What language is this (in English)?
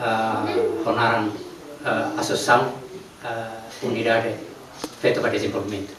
Tetum